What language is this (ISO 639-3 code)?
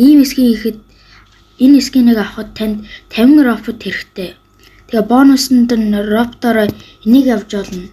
mon